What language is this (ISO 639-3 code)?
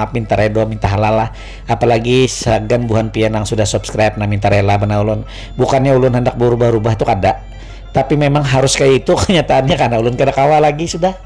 bjn